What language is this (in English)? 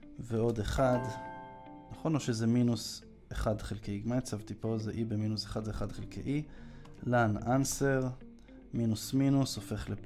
Hebrew